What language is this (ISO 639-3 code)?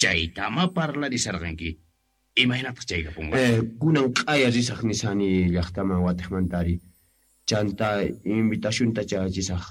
que